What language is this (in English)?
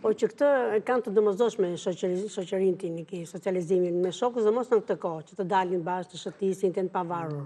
Albanian